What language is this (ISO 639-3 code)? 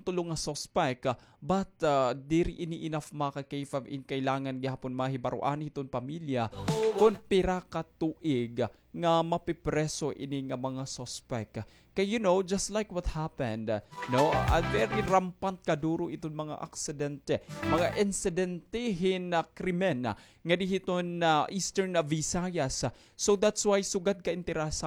war